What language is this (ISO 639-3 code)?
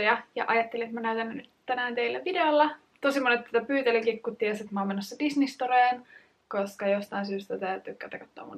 fin